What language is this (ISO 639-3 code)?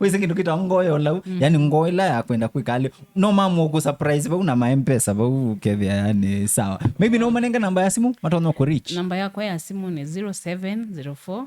kam